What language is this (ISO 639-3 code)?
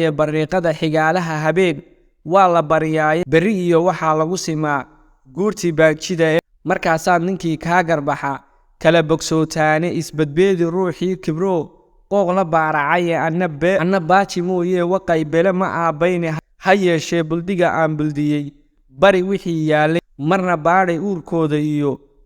som